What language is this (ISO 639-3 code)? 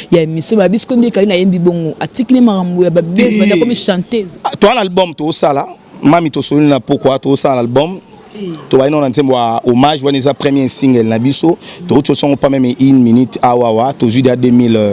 lin